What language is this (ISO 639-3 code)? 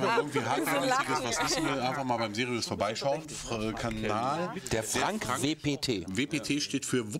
deu